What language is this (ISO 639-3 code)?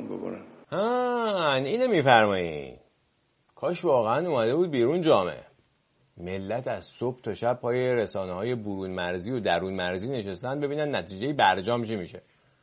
fas